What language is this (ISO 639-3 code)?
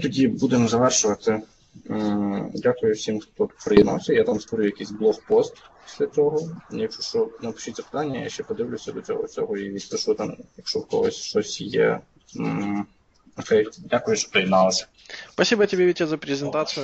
ukr